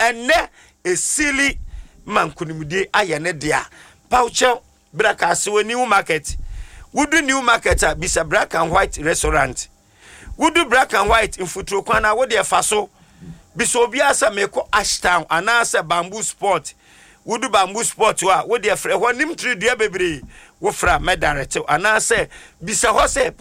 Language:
Akan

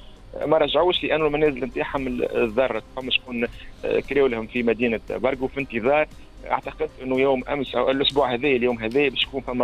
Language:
Tunisian Arabic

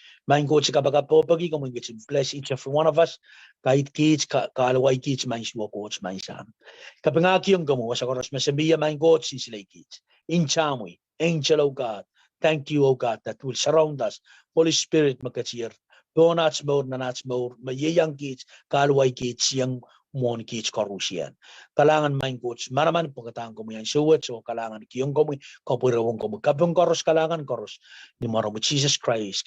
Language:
Pohnpeian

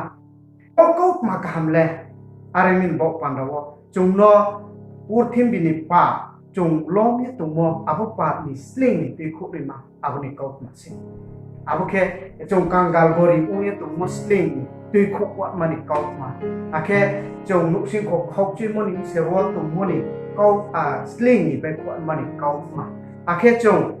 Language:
Riang (India)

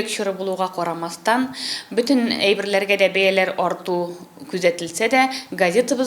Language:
Tatar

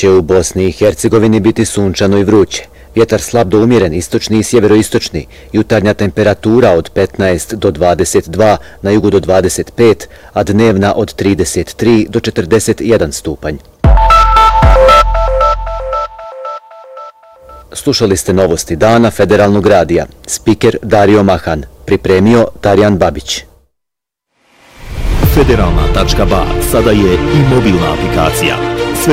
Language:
Bosnian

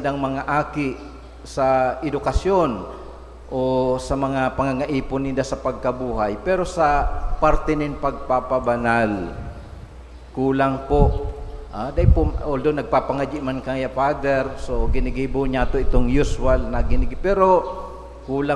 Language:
Bikol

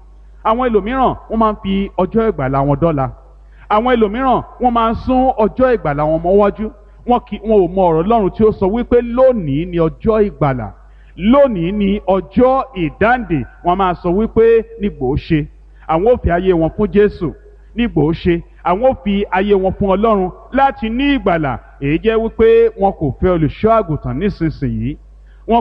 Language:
Yoruba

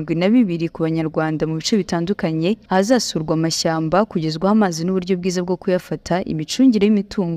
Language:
Kinyarwanda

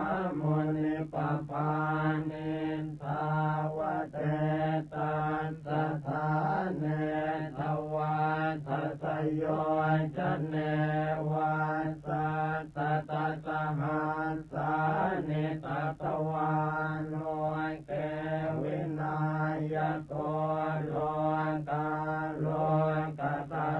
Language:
Pali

